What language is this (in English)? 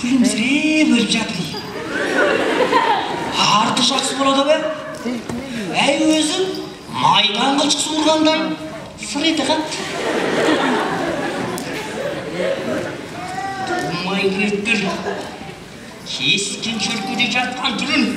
Kazakh